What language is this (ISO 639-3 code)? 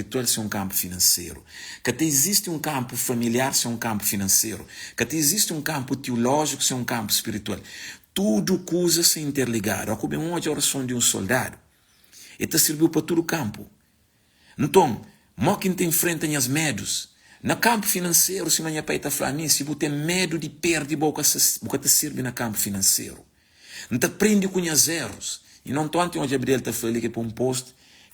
kea